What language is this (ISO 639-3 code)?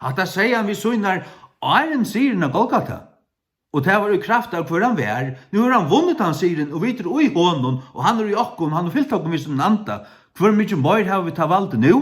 fao